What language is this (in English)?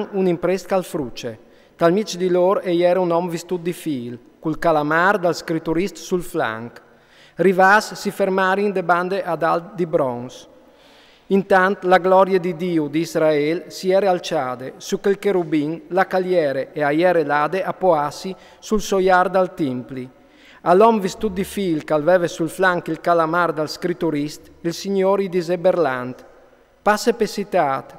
Friulian